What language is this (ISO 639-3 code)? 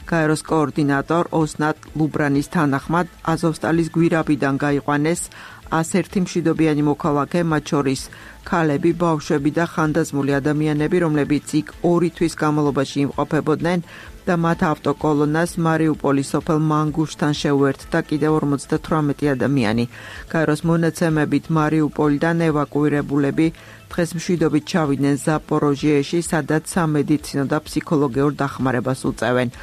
kat